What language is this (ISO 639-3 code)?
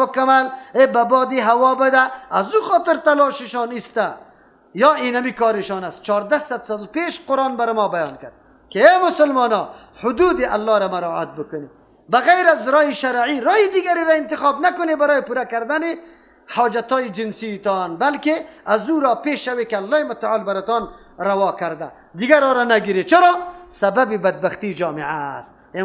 fas